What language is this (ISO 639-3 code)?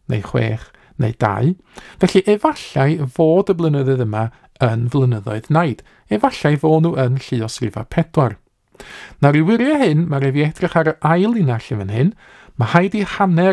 cym